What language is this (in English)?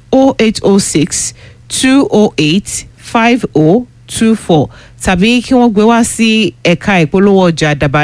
Yoruba